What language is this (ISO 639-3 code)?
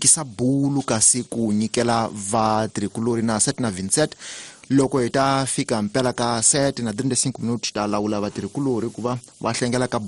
tso